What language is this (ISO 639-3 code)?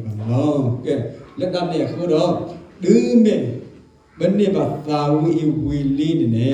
ksw